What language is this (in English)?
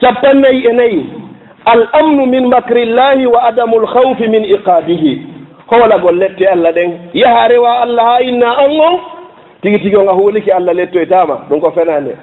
Fula